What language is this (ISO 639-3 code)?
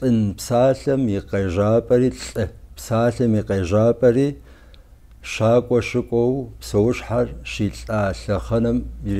kbd